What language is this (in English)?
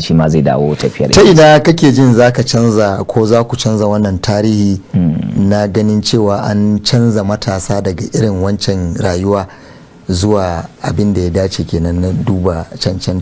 Hausa